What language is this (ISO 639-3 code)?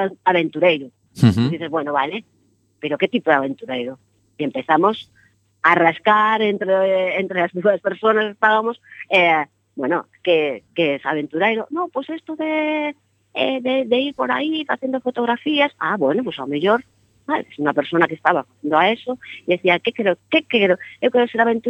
glg